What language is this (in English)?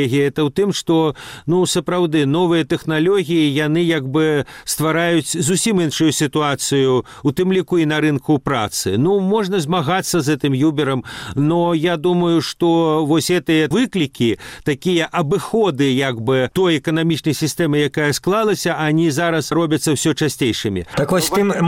Belarusian